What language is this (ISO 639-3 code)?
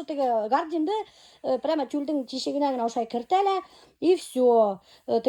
bak